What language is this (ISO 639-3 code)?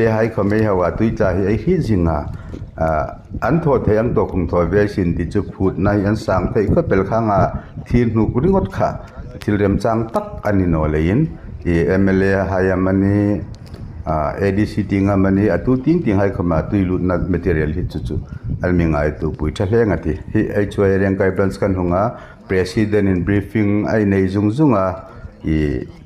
hmr